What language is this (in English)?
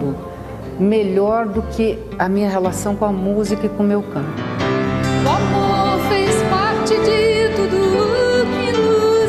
Portuguese